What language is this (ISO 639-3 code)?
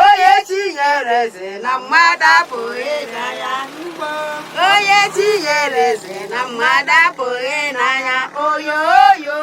ibo